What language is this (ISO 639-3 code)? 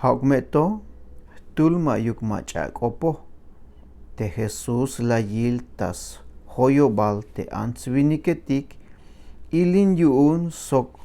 tzh